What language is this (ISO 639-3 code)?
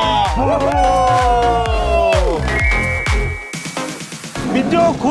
kor